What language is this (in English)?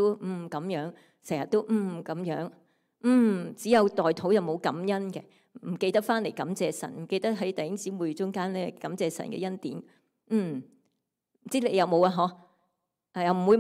Cantonese